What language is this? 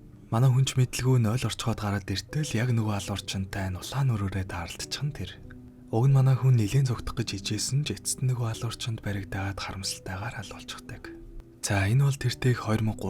Mongolian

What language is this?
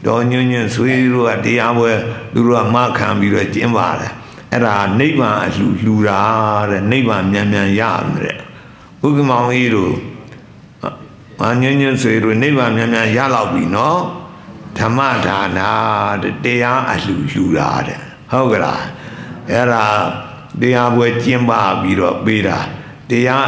Burmese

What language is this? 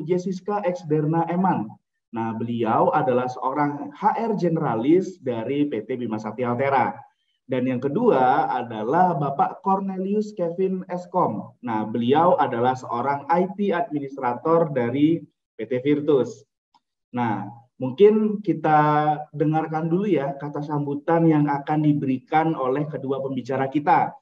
Indonesian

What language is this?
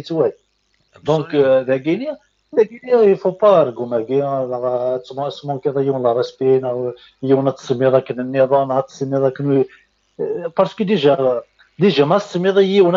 Kabyle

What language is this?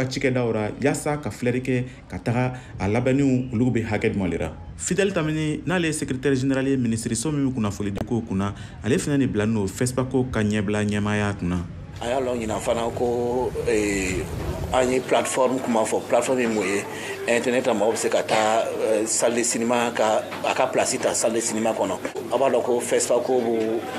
Bambara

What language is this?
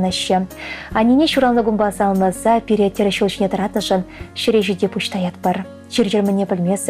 Chuvash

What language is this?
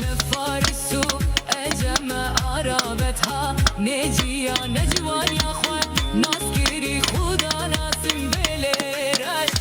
Kurdish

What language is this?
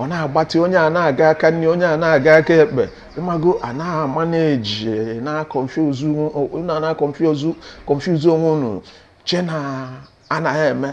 Igbo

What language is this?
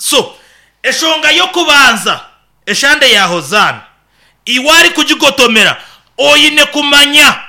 Nyankole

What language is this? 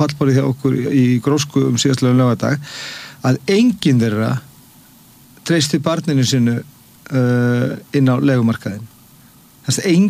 Icelandic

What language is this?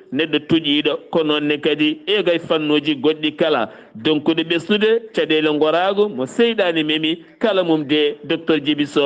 Fula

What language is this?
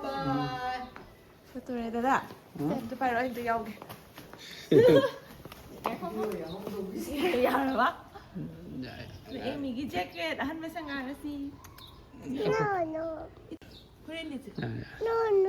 Manipuri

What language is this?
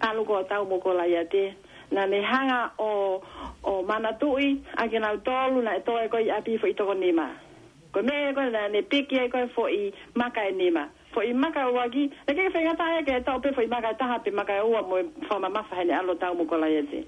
Tongan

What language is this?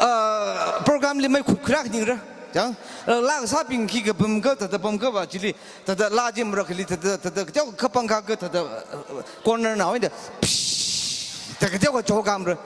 Tangkhul Naga (India)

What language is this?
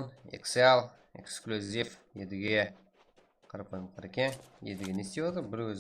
Kara-Kalpak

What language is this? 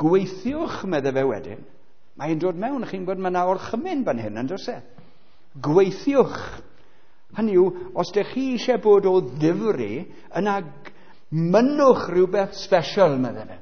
Welsh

